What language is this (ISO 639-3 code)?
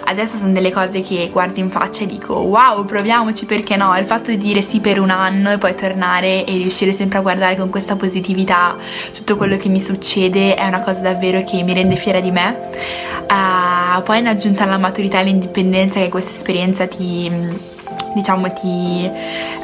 ita